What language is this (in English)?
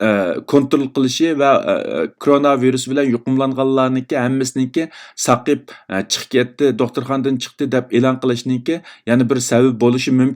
Uyghur